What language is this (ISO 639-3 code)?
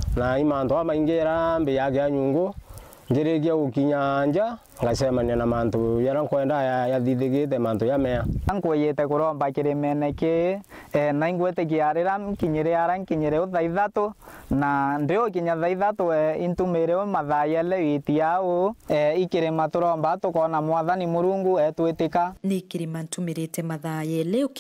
mer